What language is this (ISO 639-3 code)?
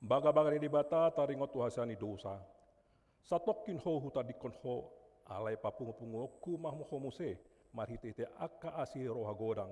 bbc